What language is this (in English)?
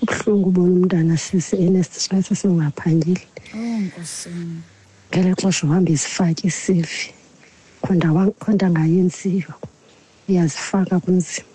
Xhosa